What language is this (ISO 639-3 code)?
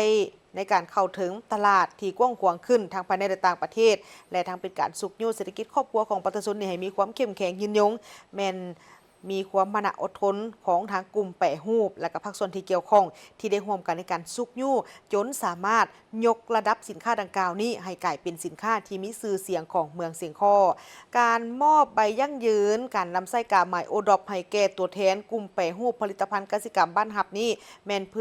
lao